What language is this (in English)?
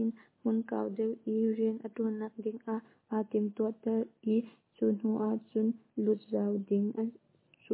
Hakha Chin